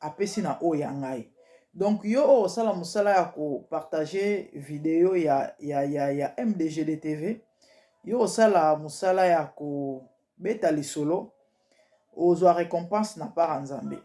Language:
Lingala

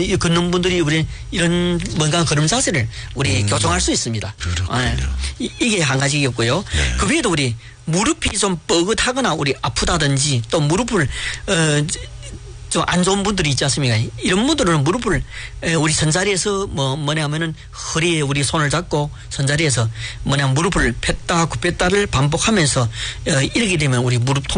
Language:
Korean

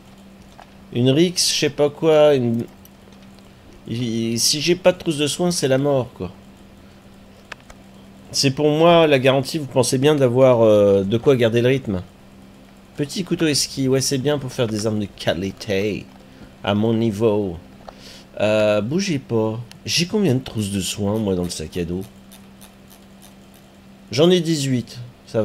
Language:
French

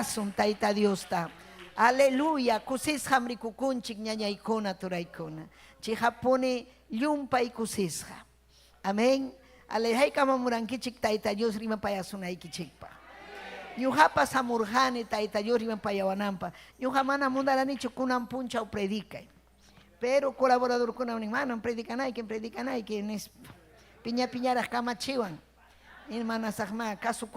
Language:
Ayacucho Quechua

